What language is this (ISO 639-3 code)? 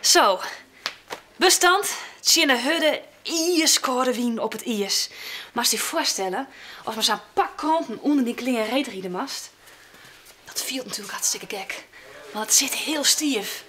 fry